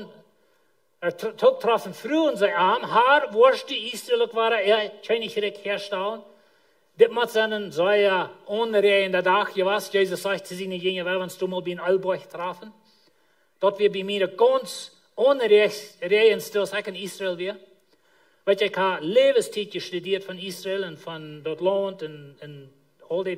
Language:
Plautdietsch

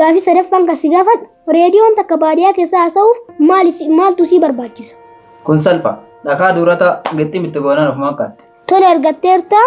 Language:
Oromo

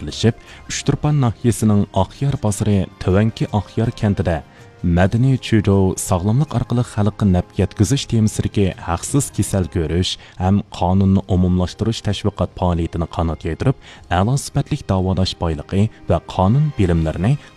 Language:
Uyghur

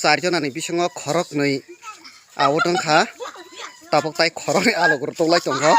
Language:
Kok Borok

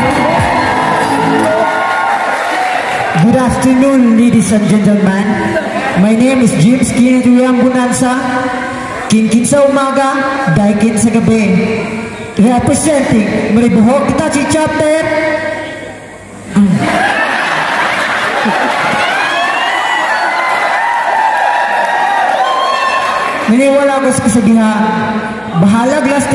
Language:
Filipino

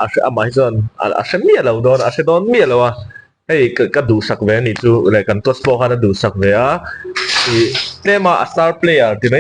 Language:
Mizo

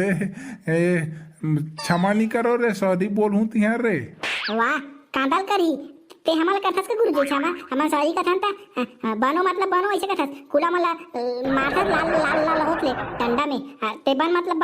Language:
Chhattisgarhi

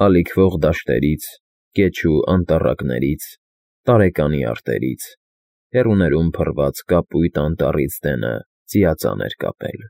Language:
Armenian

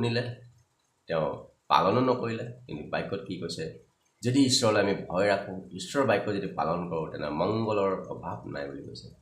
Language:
Assamese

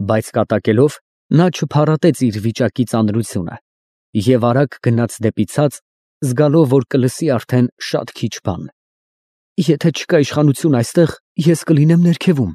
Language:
Armenian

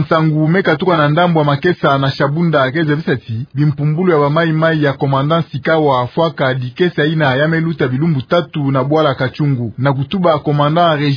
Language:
Kituba (Democratic Republic of Congo)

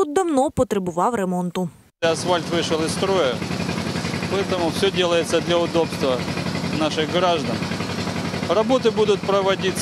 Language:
Ukrainian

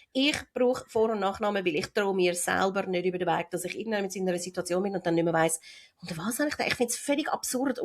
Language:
Swiss German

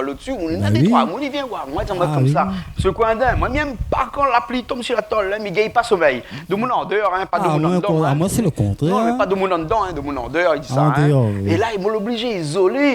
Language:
Réunion Creole French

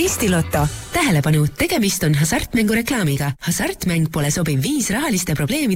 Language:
Estonian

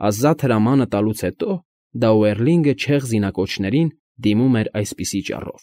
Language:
Armenian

